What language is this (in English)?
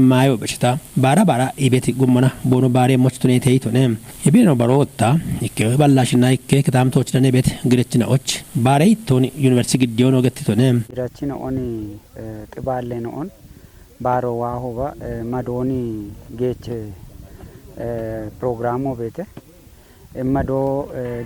Kafa